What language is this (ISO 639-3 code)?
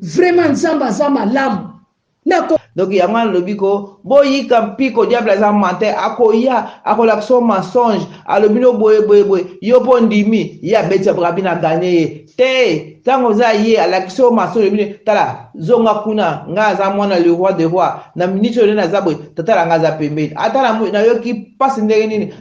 lin